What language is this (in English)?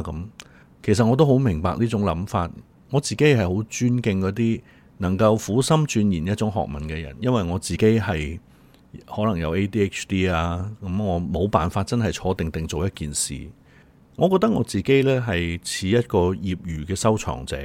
Cantonese